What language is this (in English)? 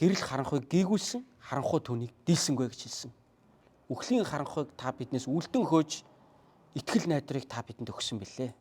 Mongolian